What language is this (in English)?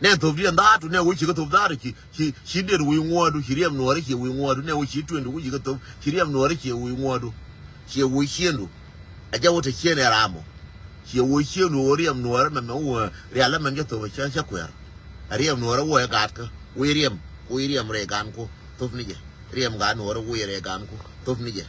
Nuer